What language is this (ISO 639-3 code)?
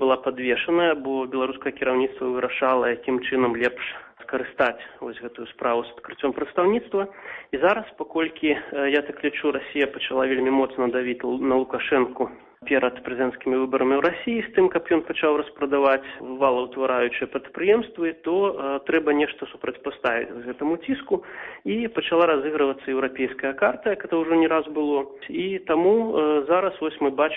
bel